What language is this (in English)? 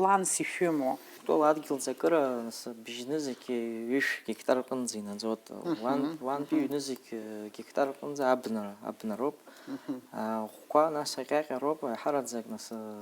Abkhazian